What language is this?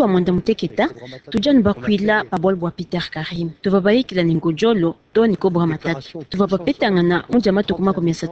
Luba-Lulua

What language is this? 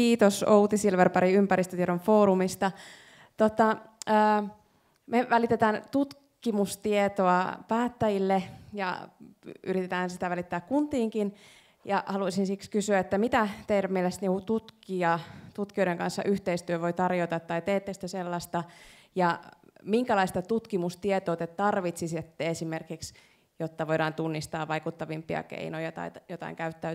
Finnish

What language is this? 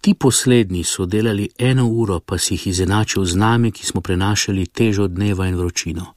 Slovenian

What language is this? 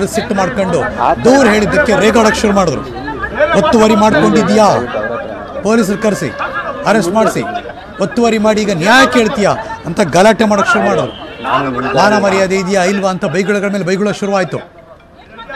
Kannada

